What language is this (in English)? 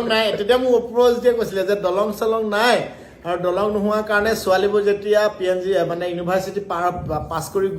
Assamese